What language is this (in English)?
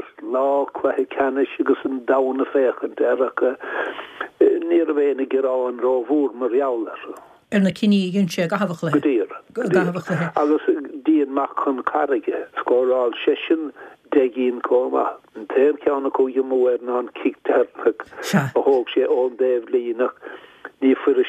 Irish